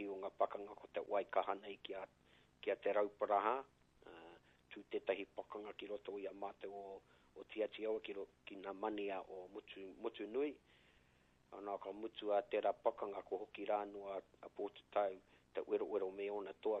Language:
Māori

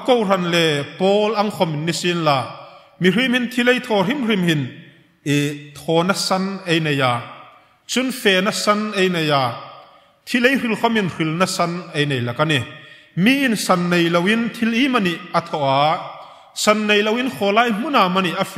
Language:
Hmar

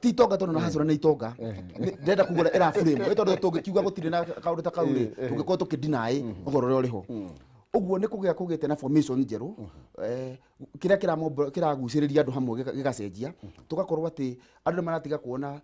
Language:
Kikuyu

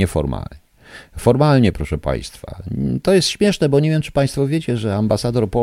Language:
Polish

